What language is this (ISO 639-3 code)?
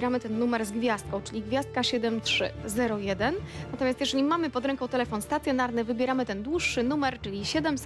pol